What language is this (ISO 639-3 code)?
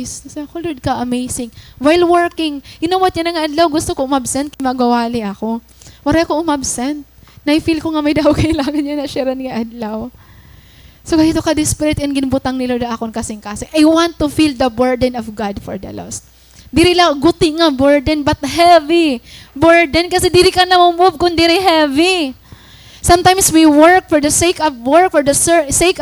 war